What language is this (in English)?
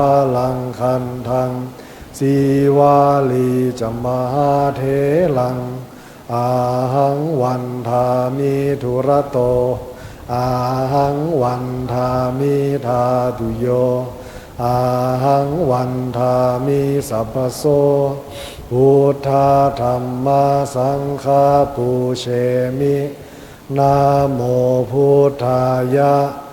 Pali